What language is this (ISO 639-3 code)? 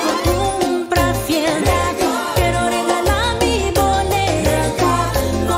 pap